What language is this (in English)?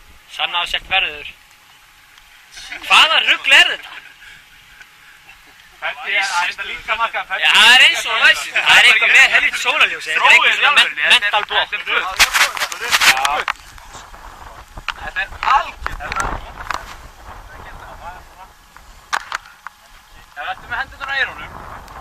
Icelandic